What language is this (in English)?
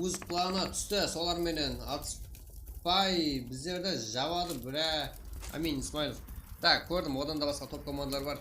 Kara-Kalpak